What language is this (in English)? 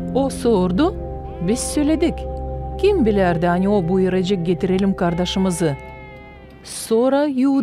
Gagauz